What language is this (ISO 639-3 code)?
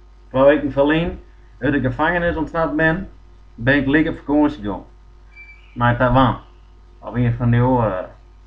fry